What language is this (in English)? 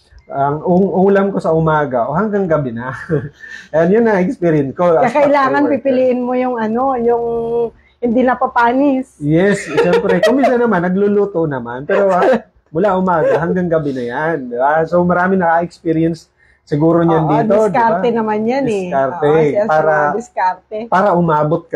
Filipino